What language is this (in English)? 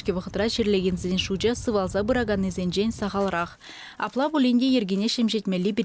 Chuvash